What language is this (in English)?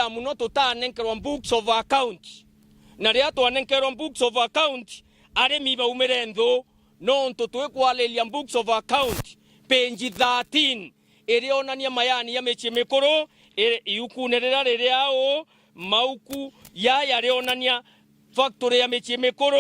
Meru